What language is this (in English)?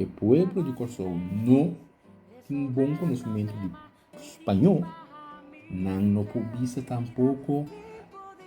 Papiamento